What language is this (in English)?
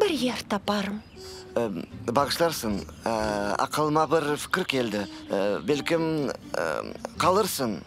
Crimean Tatar